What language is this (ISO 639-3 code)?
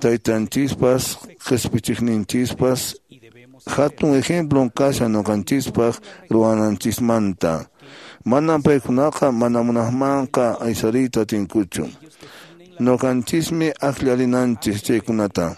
que